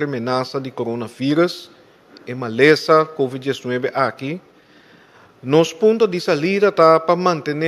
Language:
Papiamento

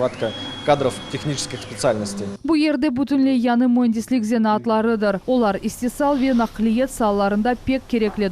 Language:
Crimean Tatar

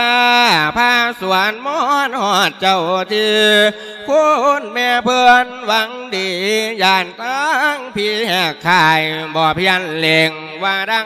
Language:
Lao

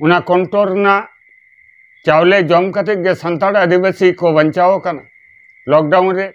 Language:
Santali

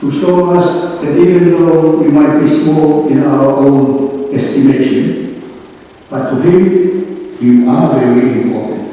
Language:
Tongan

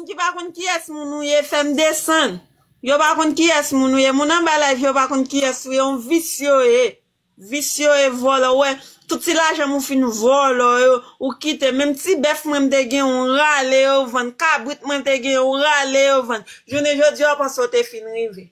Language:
Haitian Creole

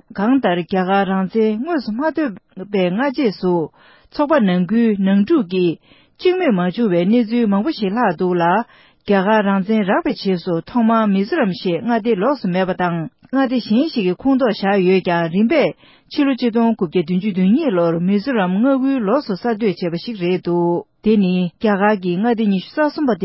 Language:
Tibetan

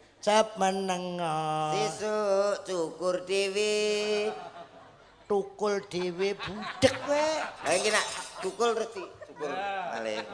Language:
Javanese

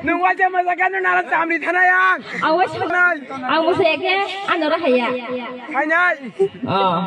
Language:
Kok Borok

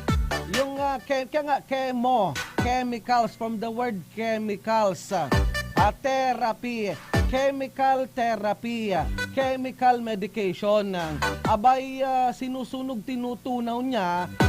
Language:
Bikol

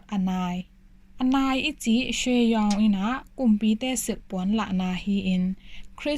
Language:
Tedim Chin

